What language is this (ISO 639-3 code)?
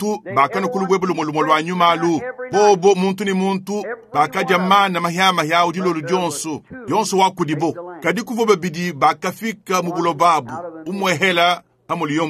lua